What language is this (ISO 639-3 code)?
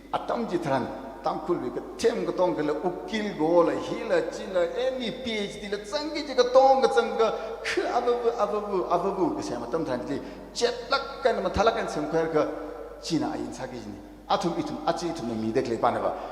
nmf